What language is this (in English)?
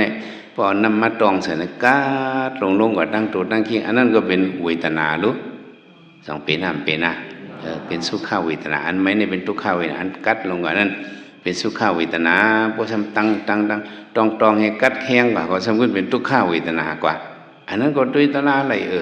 Shan